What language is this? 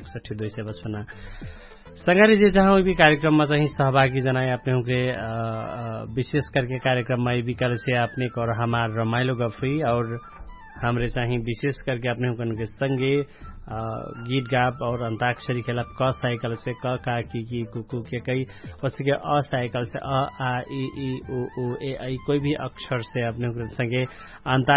Dangaura Tharu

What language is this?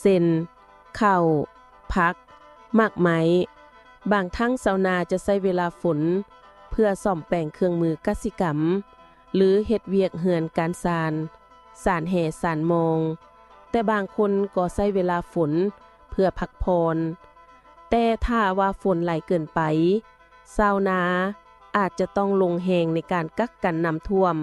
Lao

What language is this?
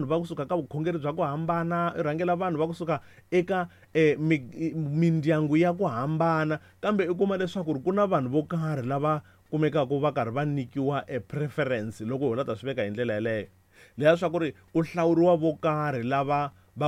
Tsonga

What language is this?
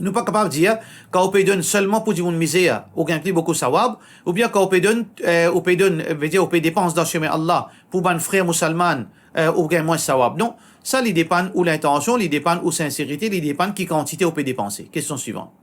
Morisyen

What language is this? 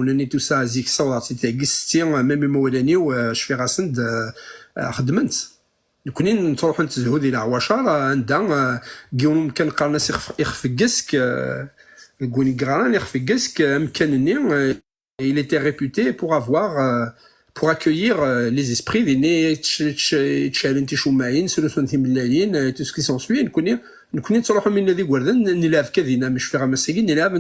Kabyle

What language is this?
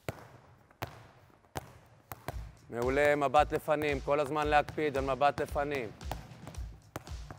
Hebrew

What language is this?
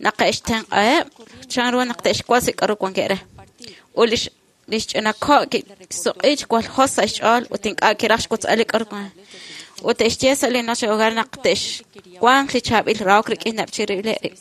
Kekchí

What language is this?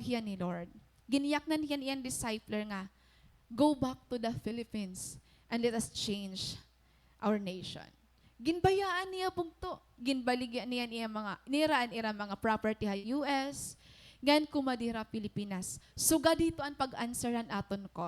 Waray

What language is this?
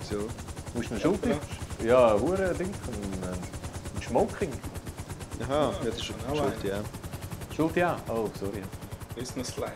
Swiss German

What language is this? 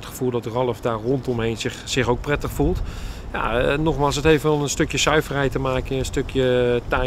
Dutch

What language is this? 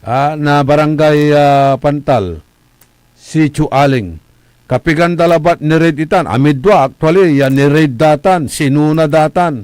Pangasinan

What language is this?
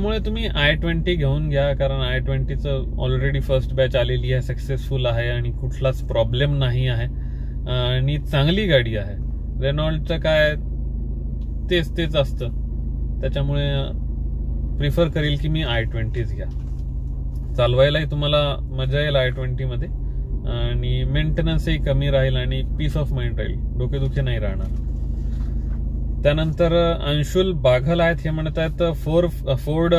Marathi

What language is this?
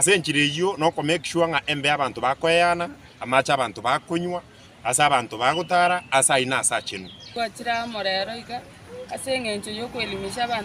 Gusii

